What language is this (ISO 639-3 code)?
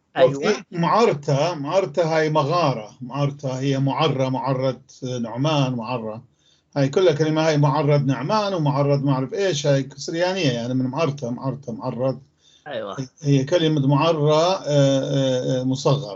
apc